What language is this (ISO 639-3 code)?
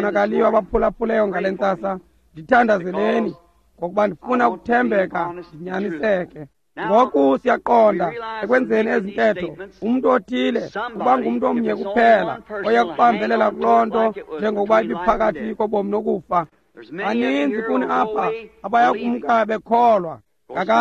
xho